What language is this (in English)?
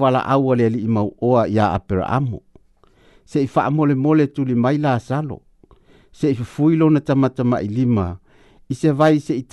Samoan